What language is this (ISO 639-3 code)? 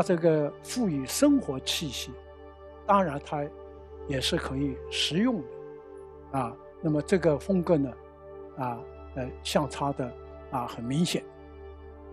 zho